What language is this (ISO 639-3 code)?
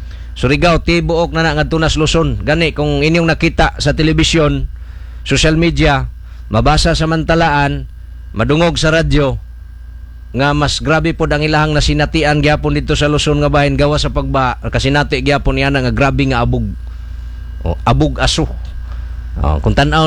ceb